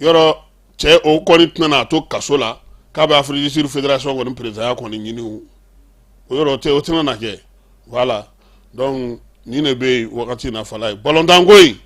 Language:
Bambara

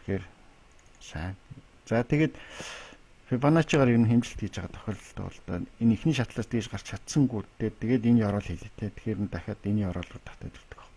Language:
Mongolian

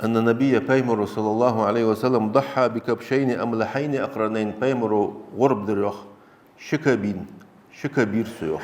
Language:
Ingush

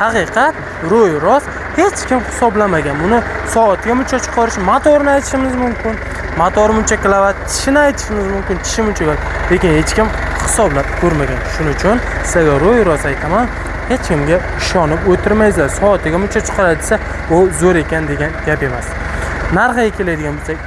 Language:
Uzbek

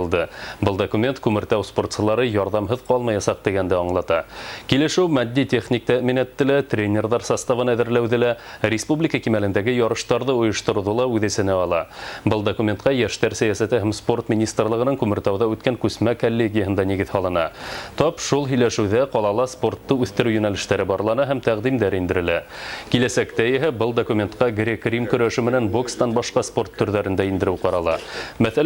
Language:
Bashkir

